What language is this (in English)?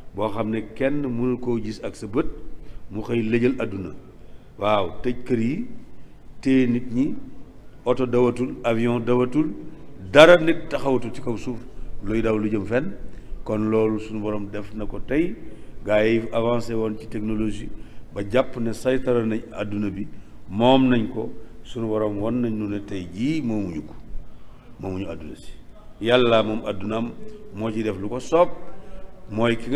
Wolof